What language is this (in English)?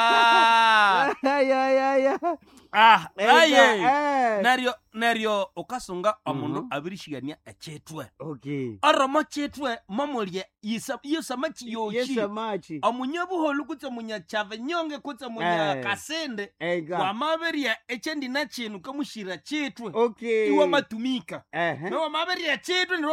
Nande